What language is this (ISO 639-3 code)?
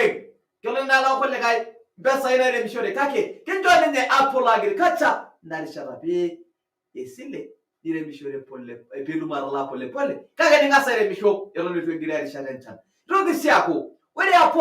mas